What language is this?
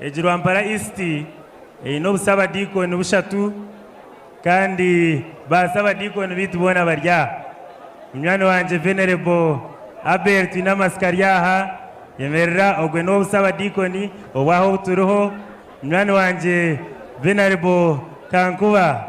Nyankole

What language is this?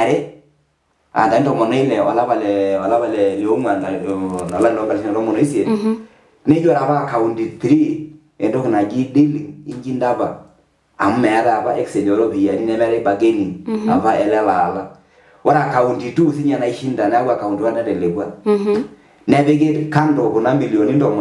Masai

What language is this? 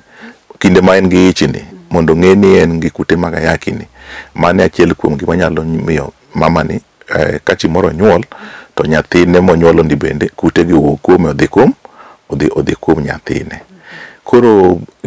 Luo (Kenya and Tanzania)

